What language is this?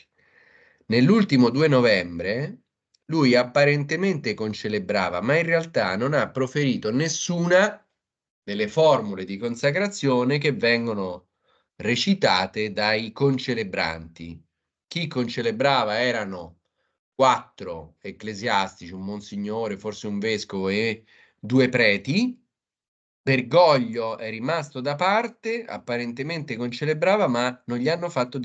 Italian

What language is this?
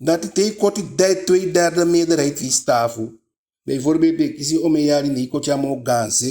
Eastern Maroon Creole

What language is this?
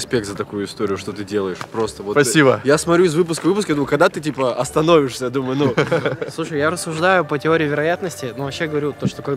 Russian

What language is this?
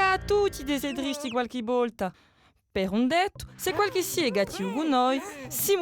Corsican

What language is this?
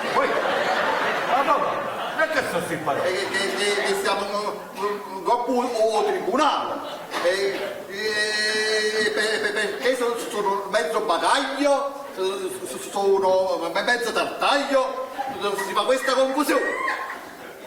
Neapolitan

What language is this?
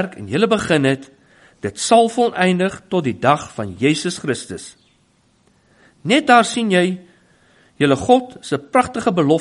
Afrikaans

